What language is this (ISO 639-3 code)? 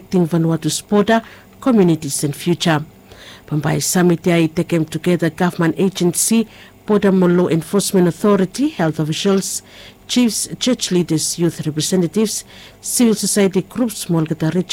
bis